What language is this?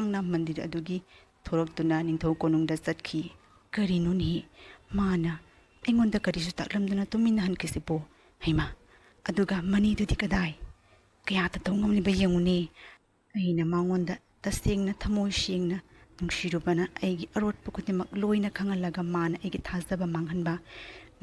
Manipuri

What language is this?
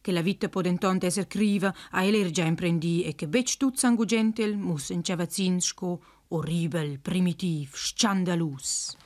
Romansh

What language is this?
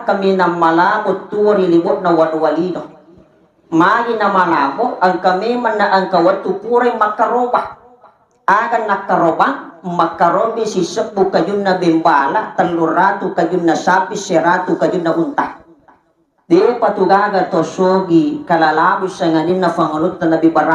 Buginese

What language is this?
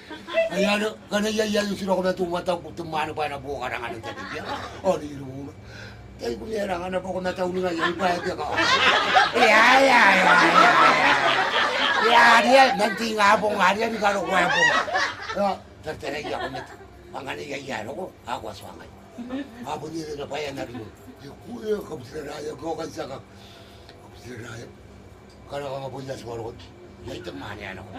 Gilbertese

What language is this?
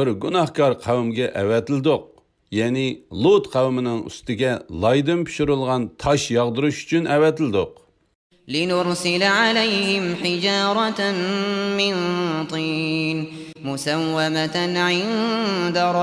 Uyghur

